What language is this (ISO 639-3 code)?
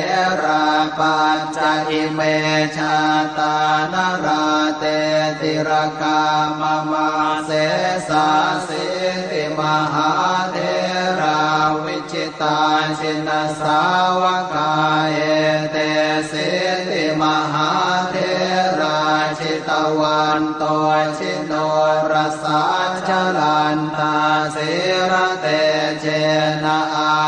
pli